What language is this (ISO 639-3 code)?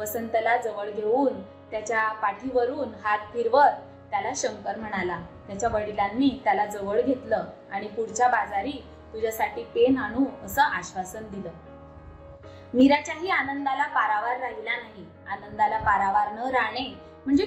mar